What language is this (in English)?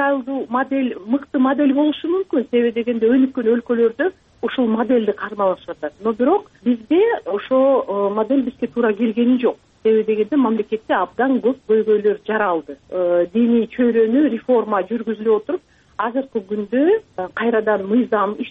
Kyrgyz